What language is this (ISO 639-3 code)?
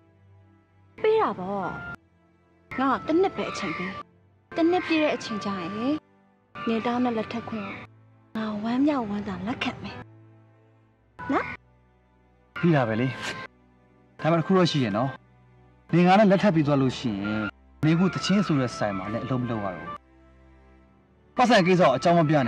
mya